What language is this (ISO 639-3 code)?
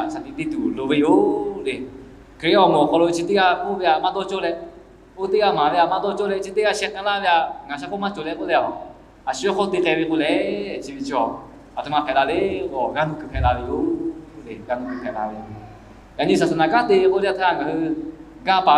lhu